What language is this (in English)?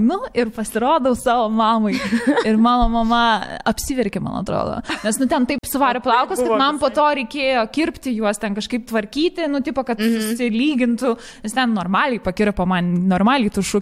Lithuanian